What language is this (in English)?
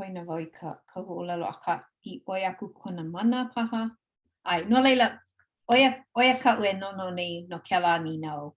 Hawaiian